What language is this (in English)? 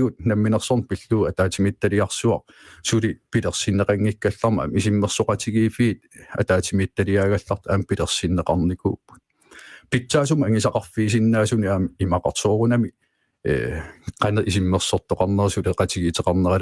Kalaallisut